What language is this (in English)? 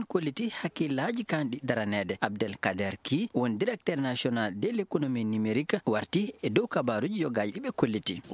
Fula